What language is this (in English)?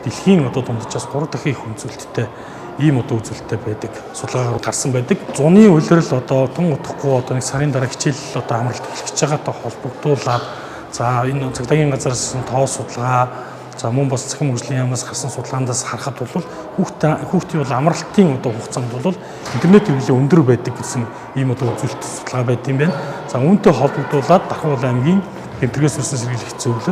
Mongolian